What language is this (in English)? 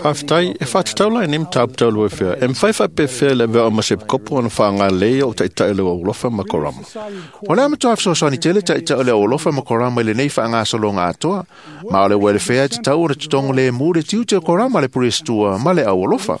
Samoan